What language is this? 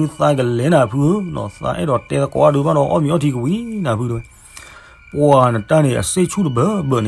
S'gaw Karen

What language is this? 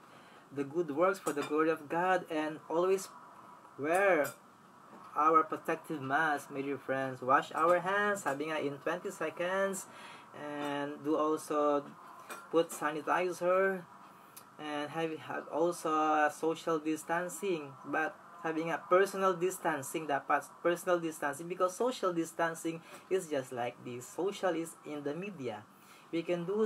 Filipino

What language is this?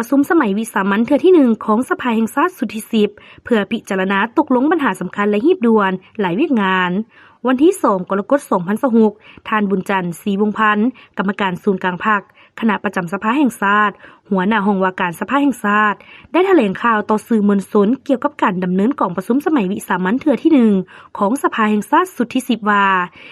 Lao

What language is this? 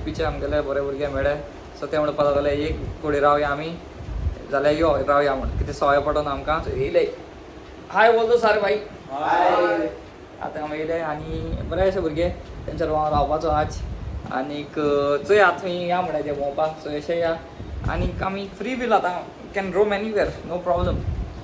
Konkani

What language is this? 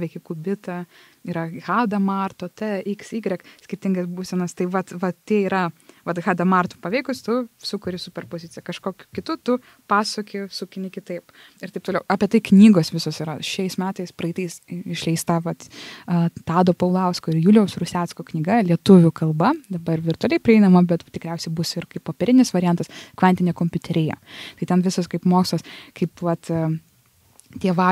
Lithuanian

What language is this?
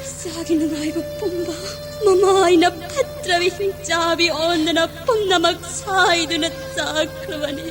Manipuri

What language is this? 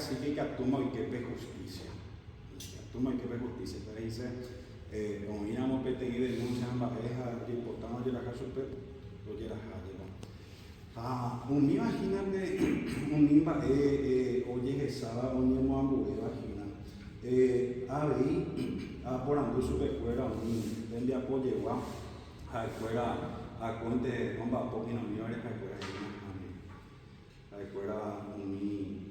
Guarani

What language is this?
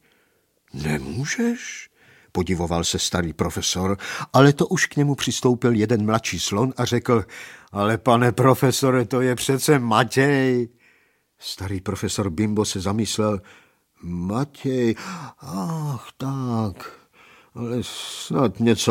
Czech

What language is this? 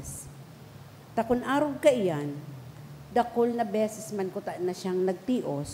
Bikol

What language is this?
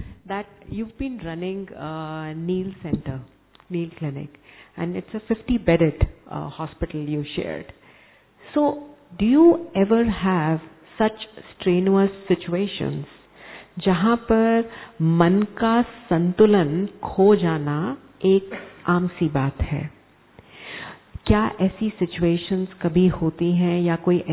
Hindi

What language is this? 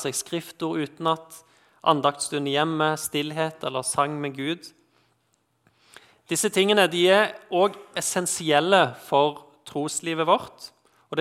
Norwegian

